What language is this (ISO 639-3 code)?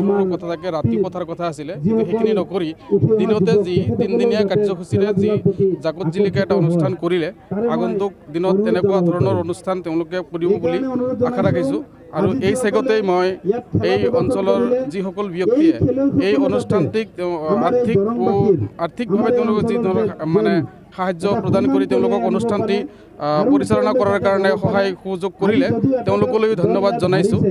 asm